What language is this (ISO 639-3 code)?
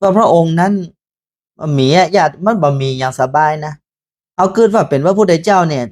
nod